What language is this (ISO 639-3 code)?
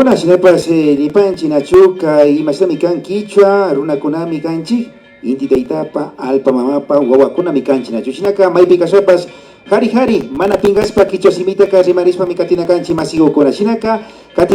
qvi